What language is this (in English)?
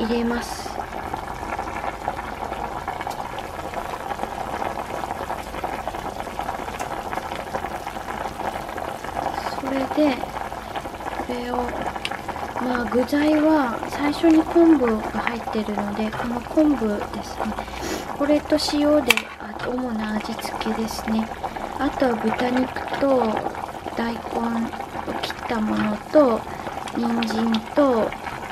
Japanese